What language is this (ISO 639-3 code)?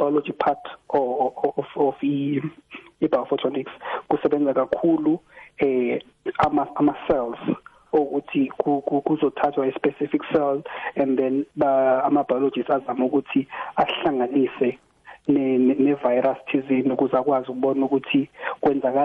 nbl